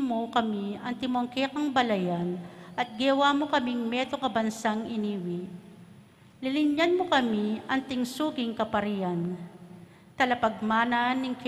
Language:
Pampanga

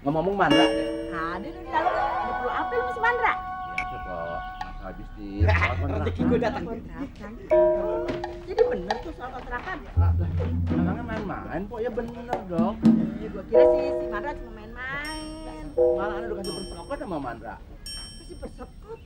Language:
Betawi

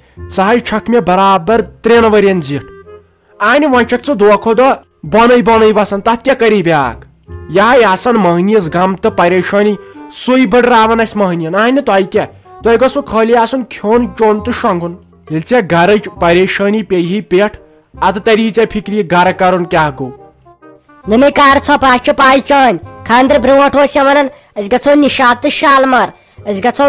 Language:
Kashmiri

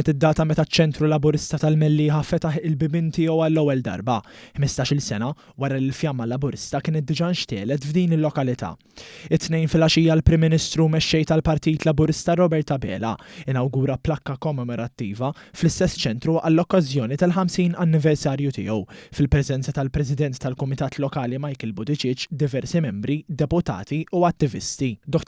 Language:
Maltese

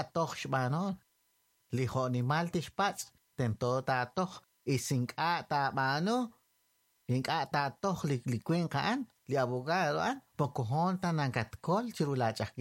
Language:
Kekchí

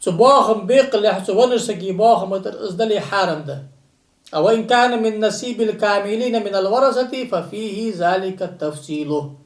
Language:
Ingush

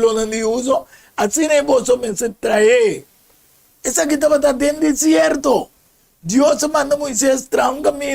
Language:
Papiamento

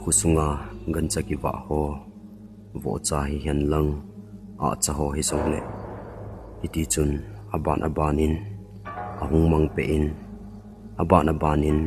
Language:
Thado Chin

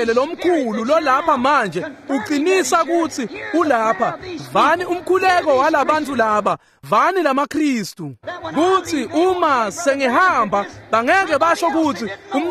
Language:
Swati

